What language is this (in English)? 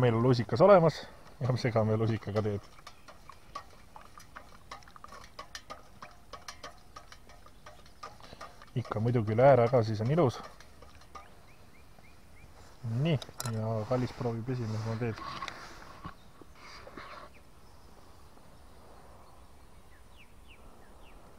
Estonian